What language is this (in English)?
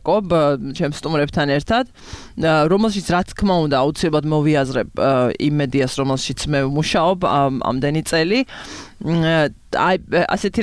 Georgian